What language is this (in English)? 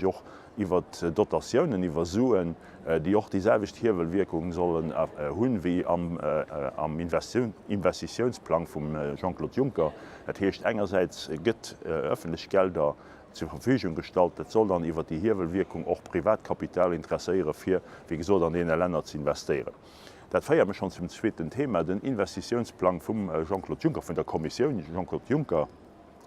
Luxembourgish